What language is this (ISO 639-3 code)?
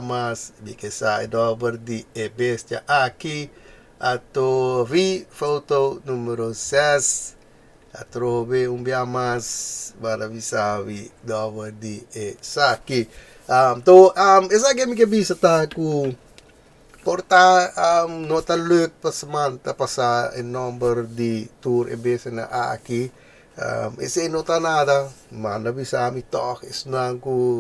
pap